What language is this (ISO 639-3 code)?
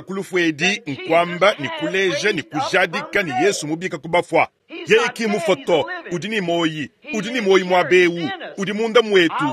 lua